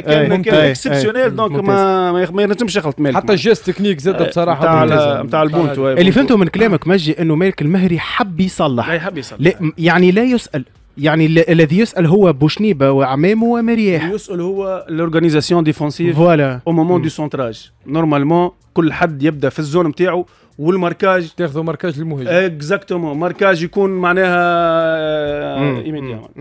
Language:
Tunisian Arabic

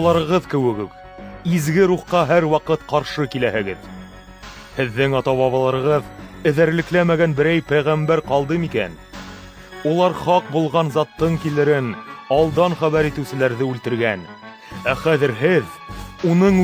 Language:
Bashkir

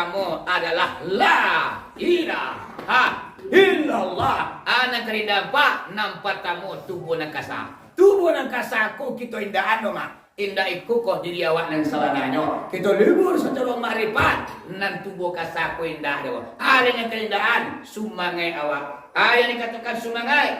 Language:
Minangkabau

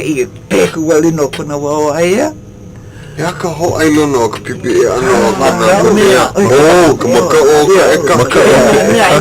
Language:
Hawaiian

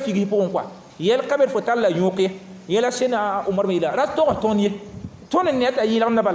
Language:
Mossi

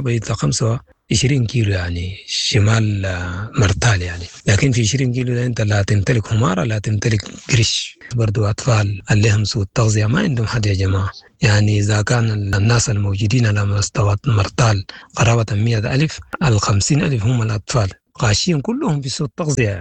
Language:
Sudanese Arabic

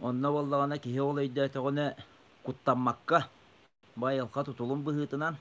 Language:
Yakut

